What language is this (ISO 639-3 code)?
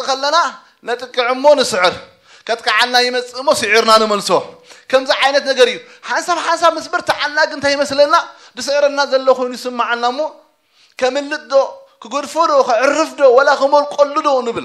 tir